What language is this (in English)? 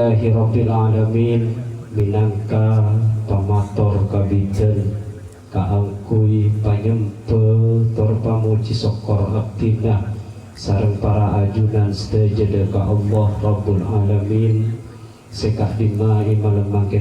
Madurese